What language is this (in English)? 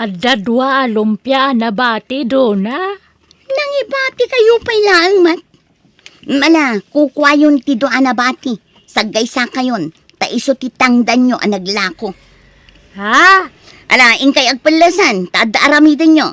Iloko